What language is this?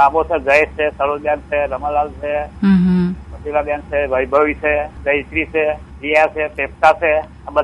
Gujarati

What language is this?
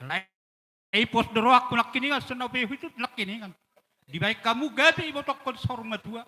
Batak Toba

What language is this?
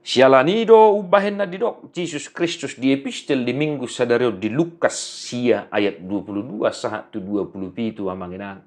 Batak Toba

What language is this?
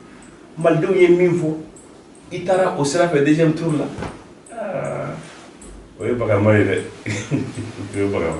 Bambara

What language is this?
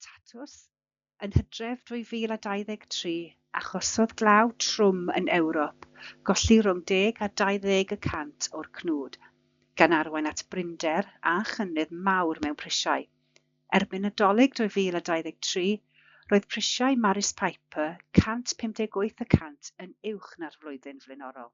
Welsh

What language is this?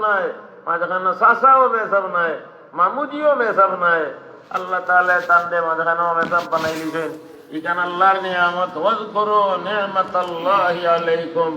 Sylheti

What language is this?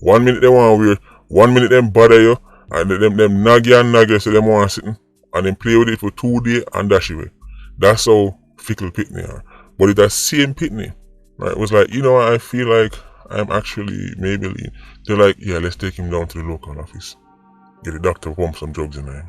Jamaican Creole English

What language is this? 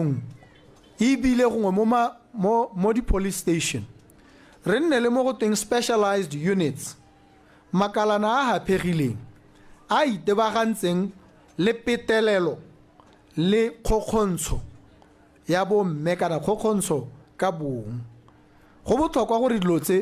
Tswana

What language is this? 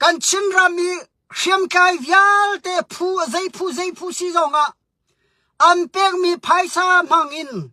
Hakha Chin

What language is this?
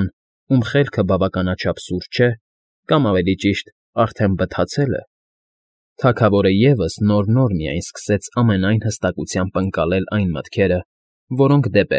Armenian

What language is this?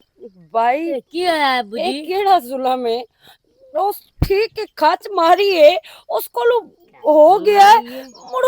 Western Panjabi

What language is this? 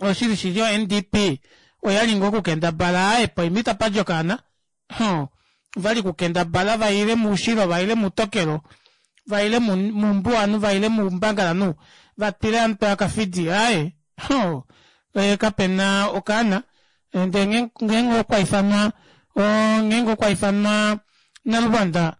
Kuanyama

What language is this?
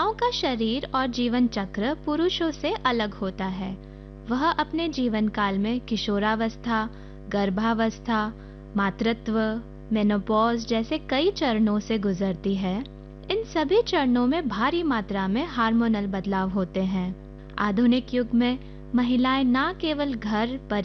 Hindi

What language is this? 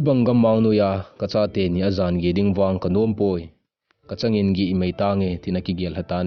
Thado Chin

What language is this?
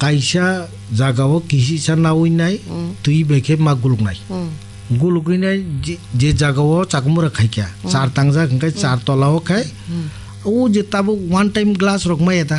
Kok Borok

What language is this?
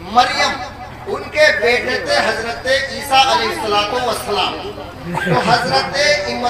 Urdu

